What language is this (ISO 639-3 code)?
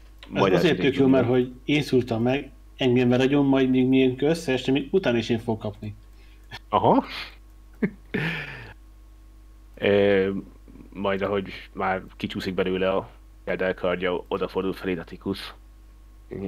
hun